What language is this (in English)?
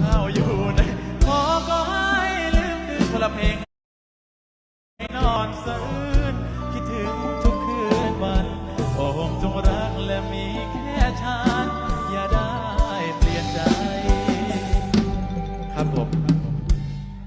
Thai